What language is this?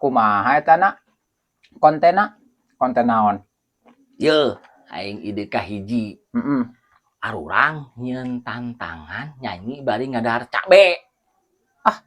Sundanese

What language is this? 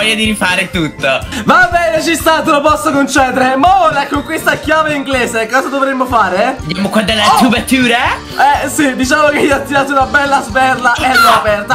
Italian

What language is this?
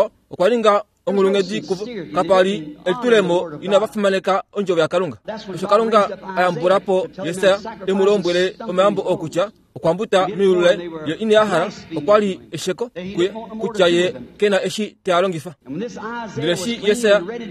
Kuanyama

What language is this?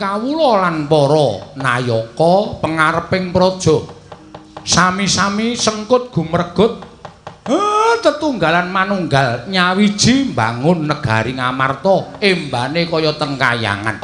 Javanese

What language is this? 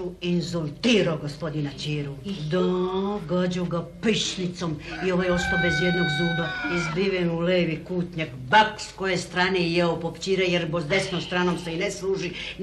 Serbian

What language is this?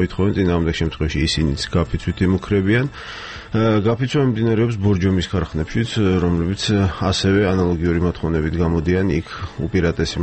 Georgian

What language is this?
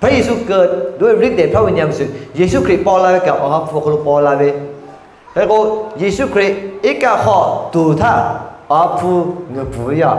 Lahu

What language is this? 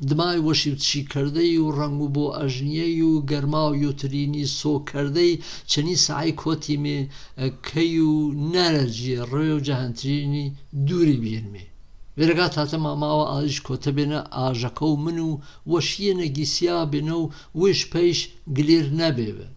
Gurani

